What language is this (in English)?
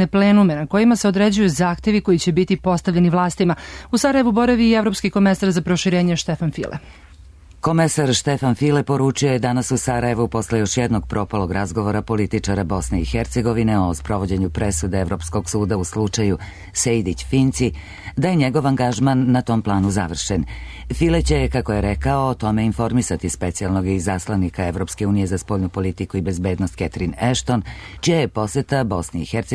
Serbian